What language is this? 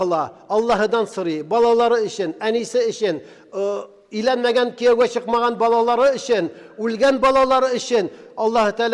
Tatar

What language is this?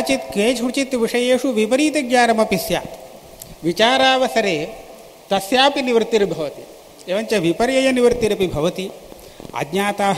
Sanskrit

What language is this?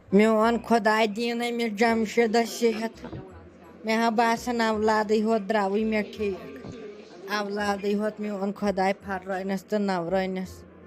Kashmiri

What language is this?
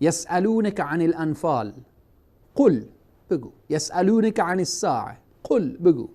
Persian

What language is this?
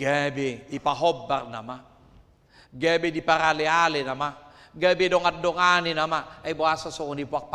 Batak Toba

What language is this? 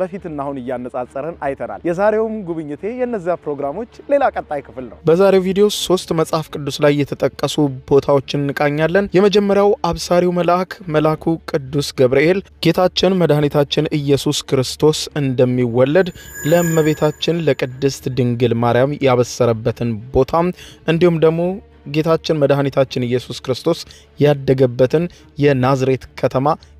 Amharic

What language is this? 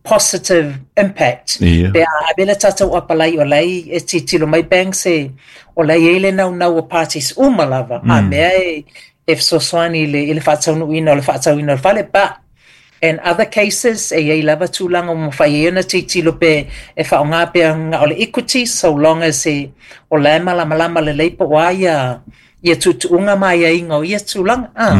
Samoan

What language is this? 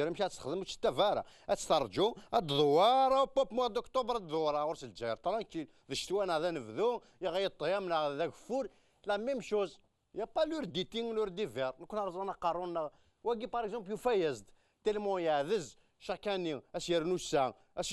Kabyle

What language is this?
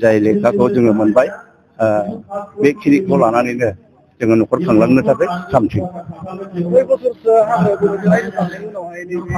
Bodo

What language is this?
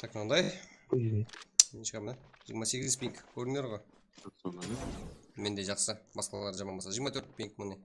Kara-Kalpak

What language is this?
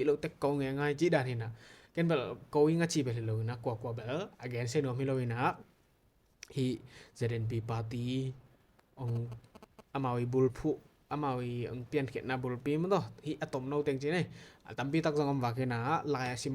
Tedim Chin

